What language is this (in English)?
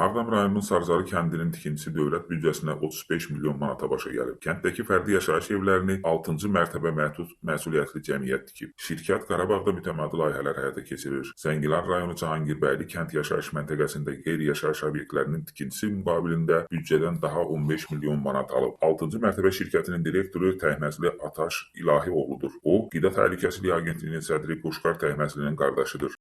Azerbaijani